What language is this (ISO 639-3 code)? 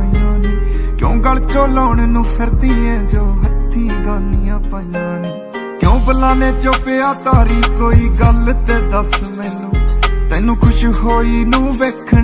pan